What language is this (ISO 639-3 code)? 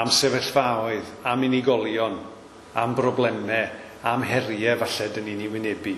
cym